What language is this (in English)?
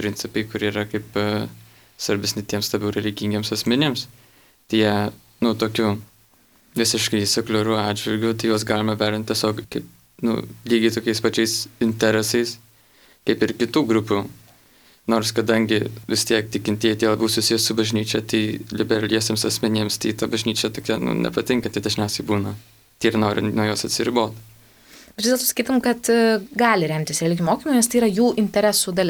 Lithuanian